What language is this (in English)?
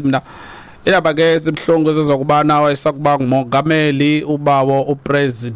Xhosa